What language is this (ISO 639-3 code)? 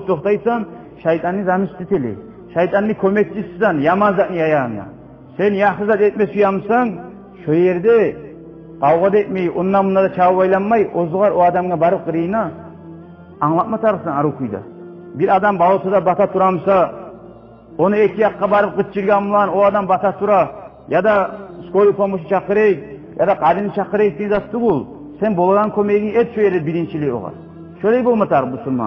kum